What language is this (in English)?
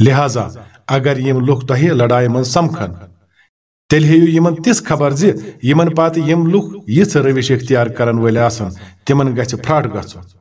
Kashmiri